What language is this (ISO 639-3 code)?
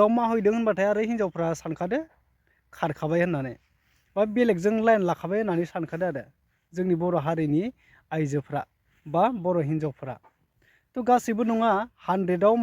brx